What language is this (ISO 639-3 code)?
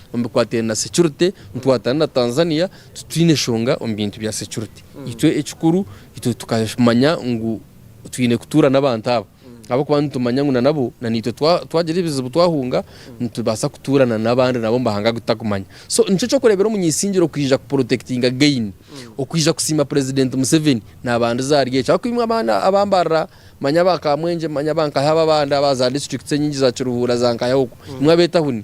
nyn